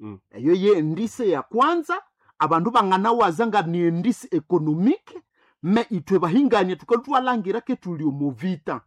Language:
Nande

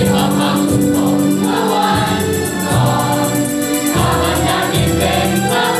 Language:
Thai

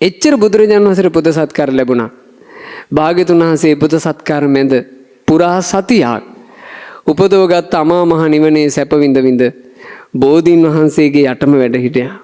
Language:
Sinhala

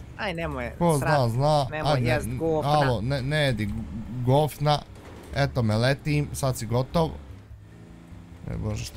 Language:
Bosnian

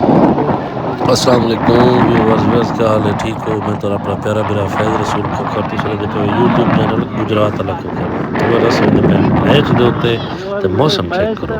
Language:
Saraiki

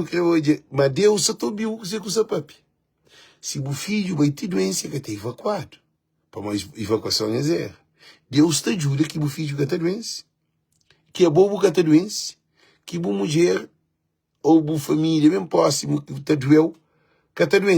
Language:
Kabuverdianu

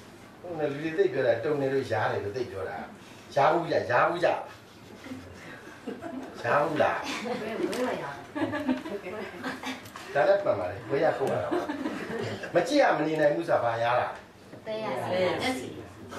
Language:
Burmese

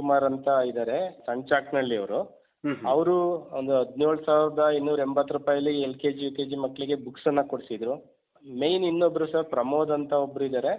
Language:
Kannada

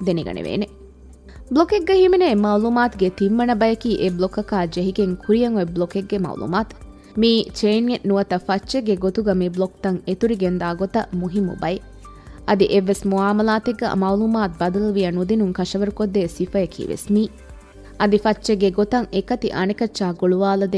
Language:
Divehi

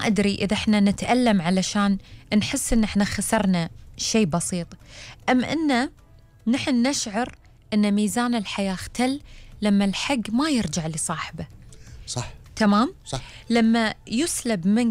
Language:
Gulf Arabic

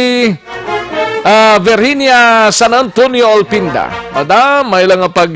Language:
Hiligaynon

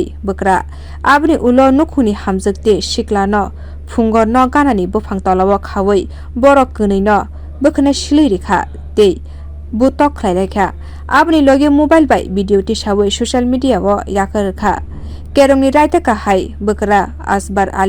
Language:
Kok Borok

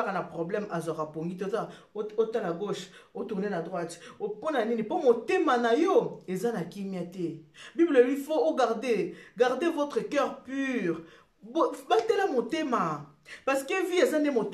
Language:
Lingala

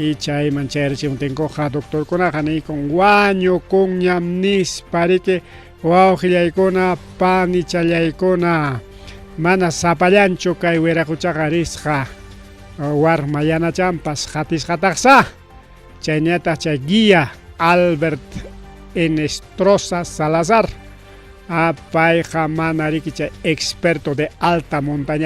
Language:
Ayacucho Quechua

